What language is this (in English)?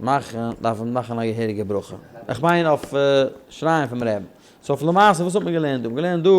Yiddish